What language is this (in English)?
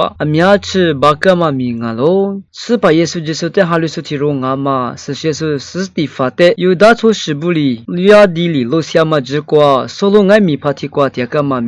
Lisu